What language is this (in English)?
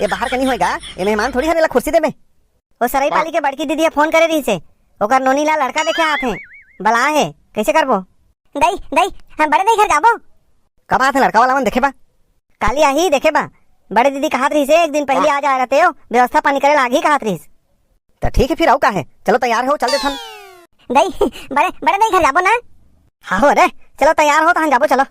Chhattisgarhi